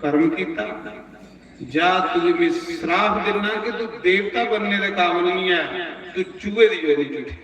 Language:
Dogri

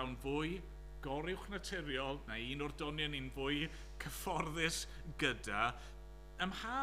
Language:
Welsh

